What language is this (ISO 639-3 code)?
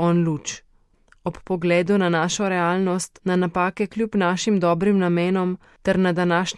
slv